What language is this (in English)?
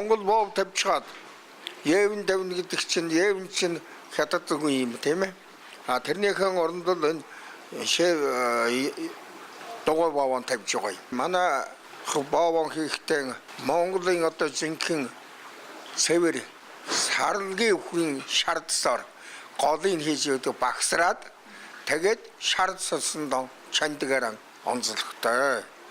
Mongolian